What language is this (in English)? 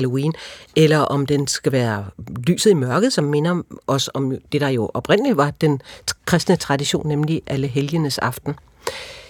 Danish